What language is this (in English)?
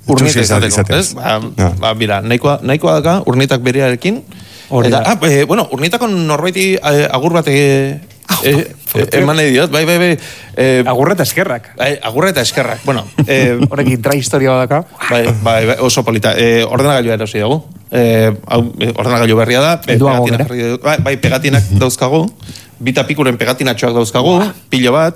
Basque